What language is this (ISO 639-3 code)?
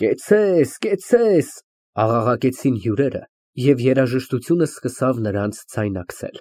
hye